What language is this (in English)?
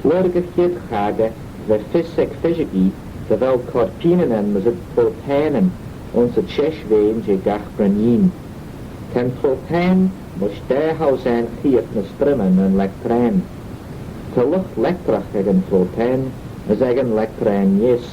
Manx